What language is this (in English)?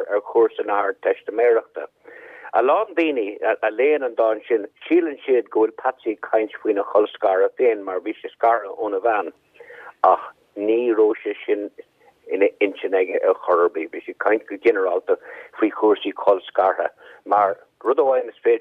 Irish